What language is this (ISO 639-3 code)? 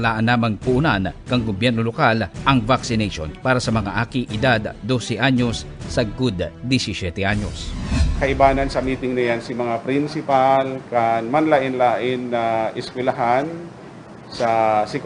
bik